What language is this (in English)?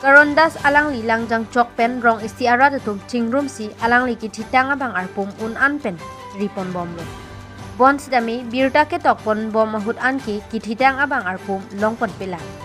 Karbi